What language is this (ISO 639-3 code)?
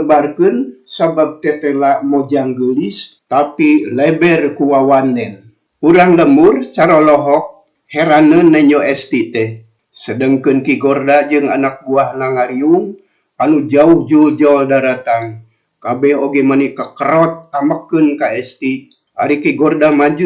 sun